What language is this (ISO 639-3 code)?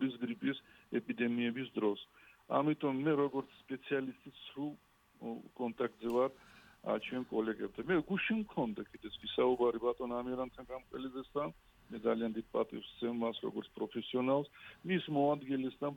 kat